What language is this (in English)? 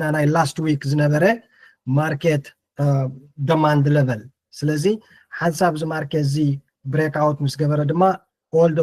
Tigrinya